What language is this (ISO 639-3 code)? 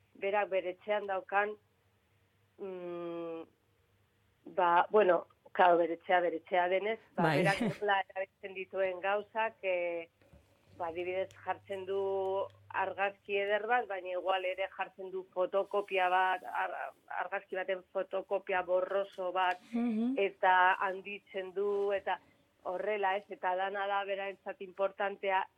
eus